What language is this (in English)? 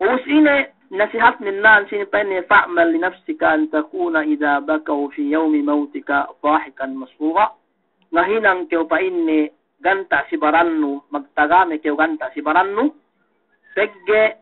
Yakan